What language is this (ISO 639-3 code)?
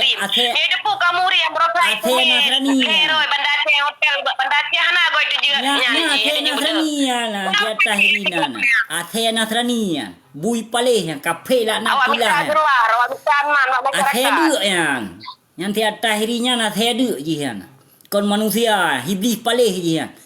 ace